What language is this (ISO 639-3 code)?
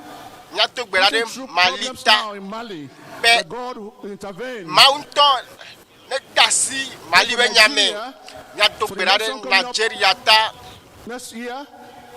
ewe